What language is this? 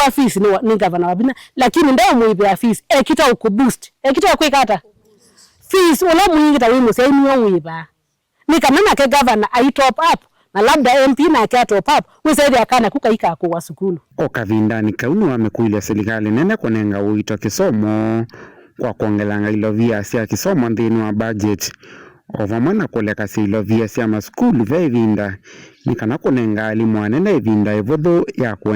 Kamba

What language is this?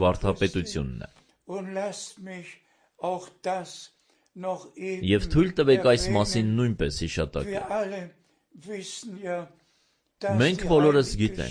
Armenian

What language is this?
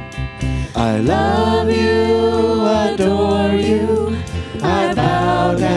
English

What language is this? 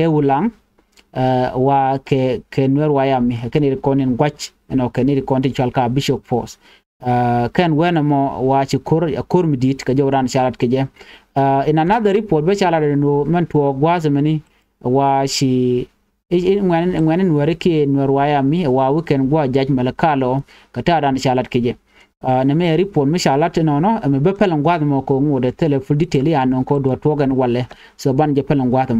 Nuer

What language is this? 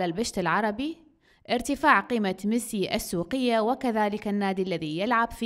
Mesopotamian Arabic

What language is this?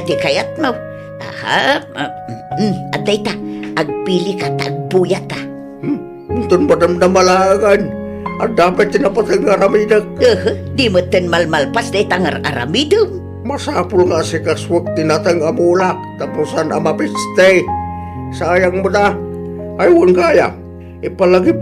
Iloko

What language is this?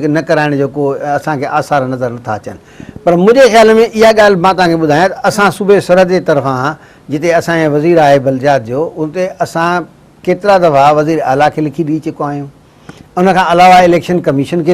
Sindhi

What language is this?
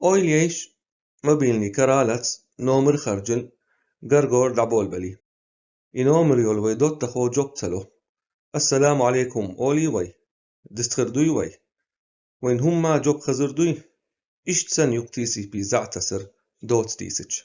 Chechen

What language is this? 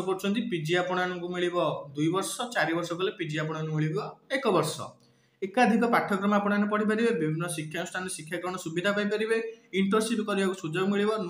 Odia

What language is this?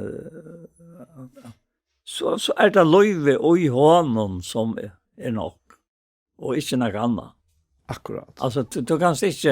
Faroese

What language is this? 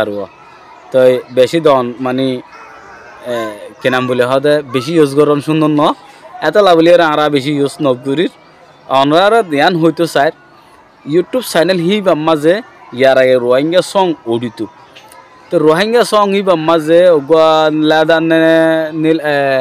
Rohingya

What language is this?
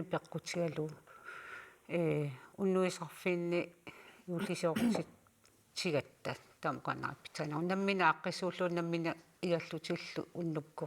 Kalaallisut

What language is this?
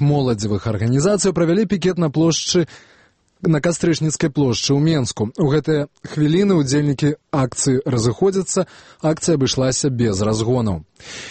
Belarusian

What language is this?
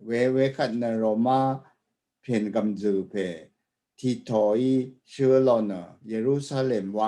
Rawang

